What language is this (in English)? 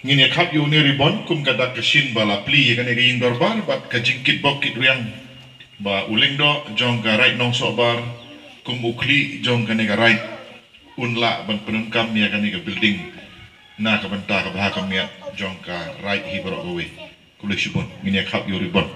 Khasi